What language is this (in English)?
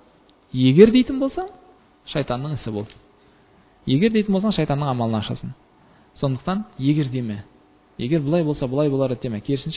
Kazakh